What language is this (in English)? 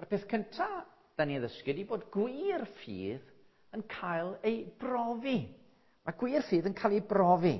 Welsh